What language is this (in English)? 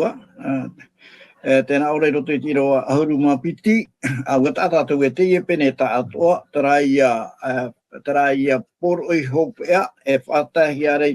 Tahitian